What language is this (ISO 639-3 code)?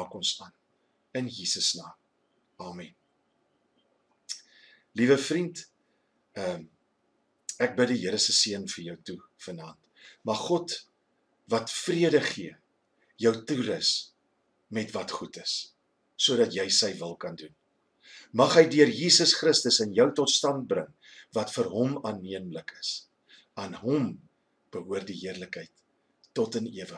afr